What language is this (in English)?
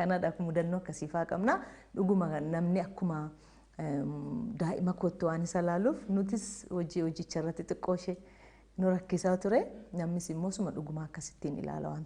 Oromo